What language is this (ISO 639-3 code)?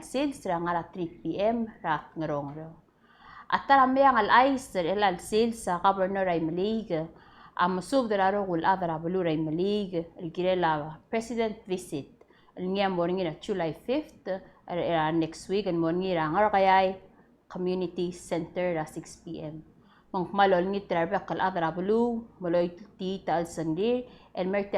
pau